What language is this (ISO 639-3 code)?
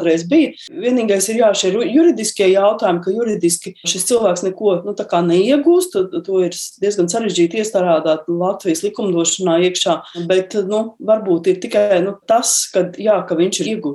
lav